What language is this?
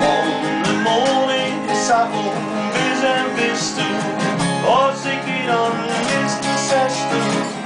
Western Frisian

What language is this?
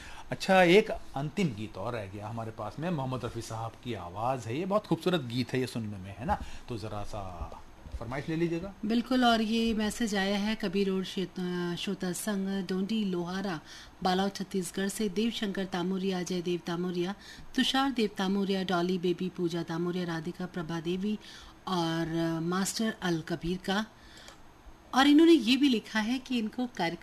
Hindi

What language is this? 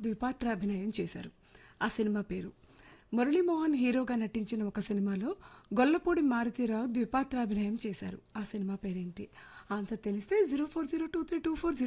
Telugu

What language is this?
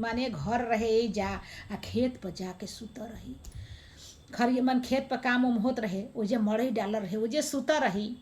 Bhojpuri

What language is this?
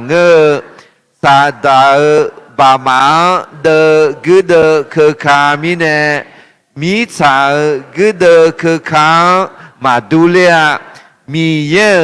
Akha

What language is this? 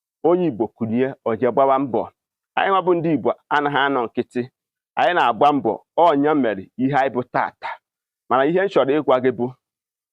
Igbo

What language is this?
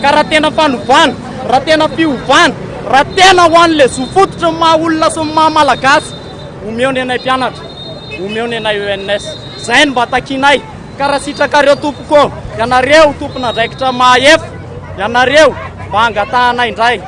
Malagasy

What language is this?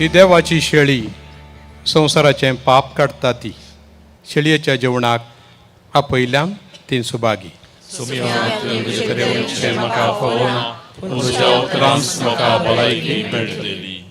Konkani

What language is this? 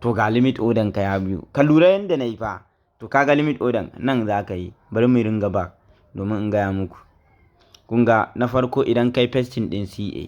Hausa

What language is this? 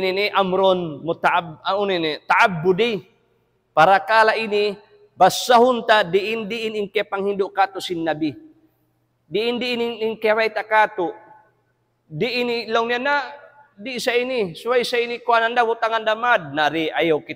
Tausug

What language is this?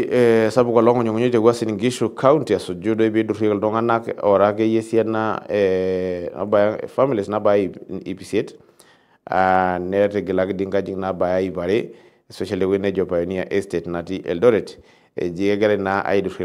Masai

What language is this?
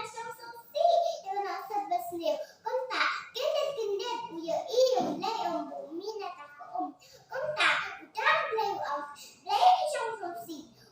Khasi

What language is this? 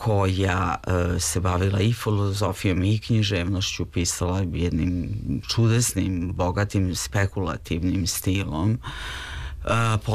Serbian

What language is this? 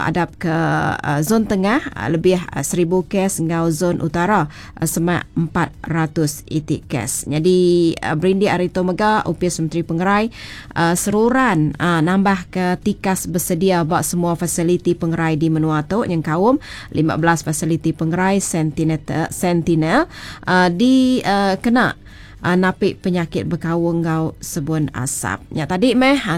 Iban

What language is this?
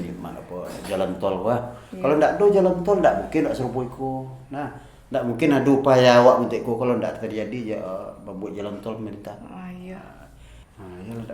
Minangkabau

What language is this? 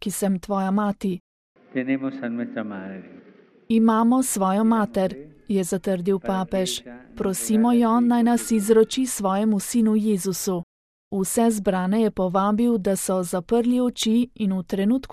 Slovenian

